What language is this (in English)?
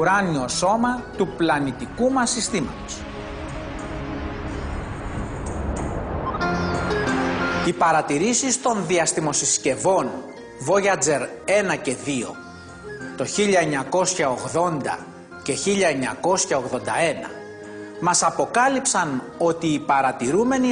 Greek